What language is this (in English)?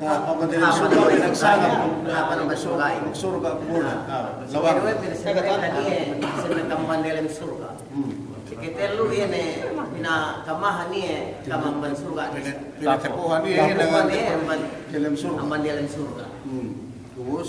Yakan